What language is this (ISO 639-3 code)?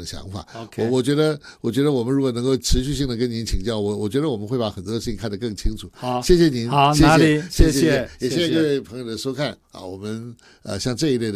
zho